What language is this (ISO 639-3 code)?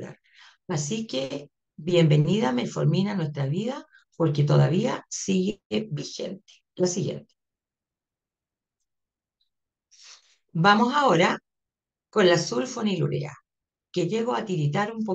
spa